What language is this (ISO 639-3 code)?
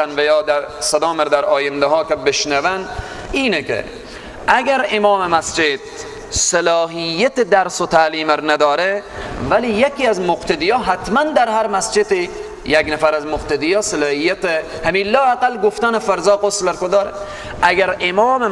fas